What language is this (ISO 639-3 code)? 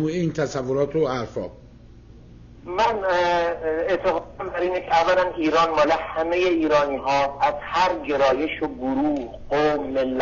fas